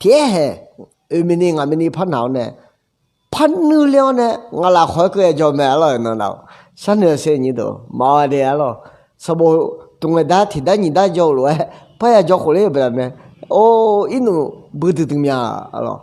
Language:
Akha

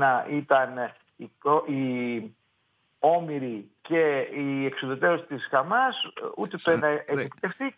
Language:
Greek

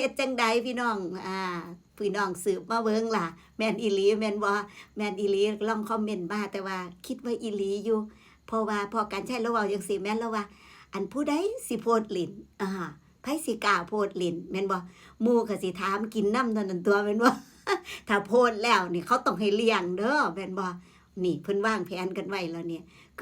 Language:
Northeastern Thai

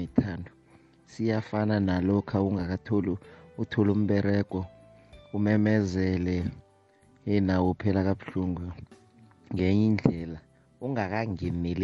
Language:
South Ndebele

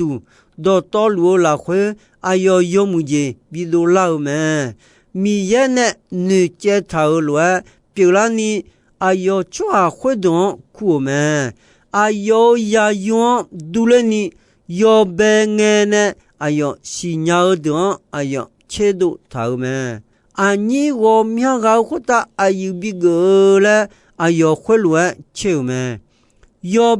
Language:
Akha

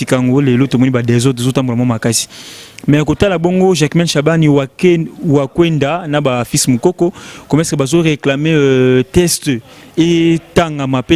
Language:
Lingala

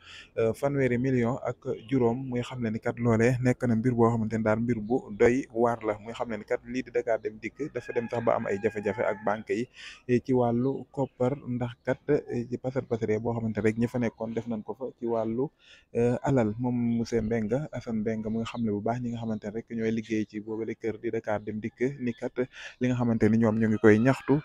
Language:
Wolof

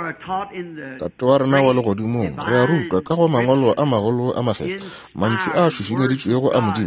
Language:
Northern Sotho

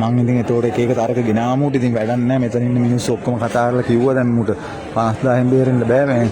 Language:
Sinhala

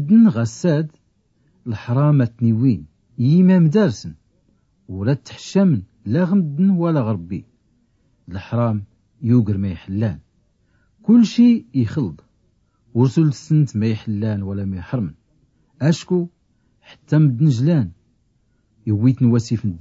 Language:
Tachelhit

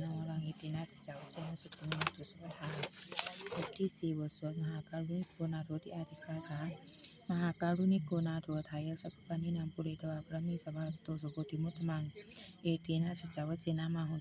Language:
Pali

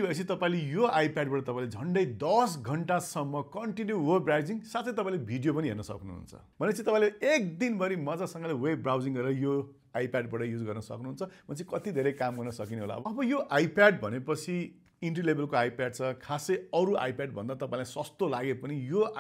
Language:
Nepali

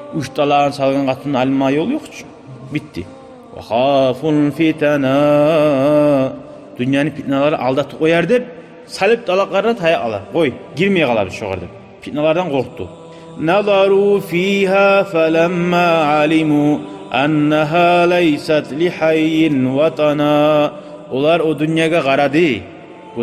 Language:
Kumyk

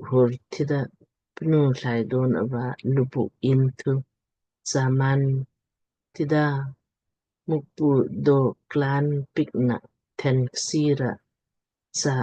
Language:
Lamkang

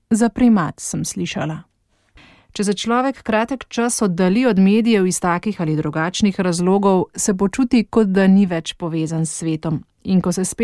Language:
Slovenian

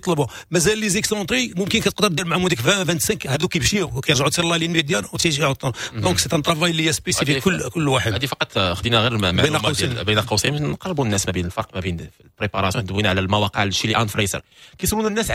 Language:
Moroccan Arabic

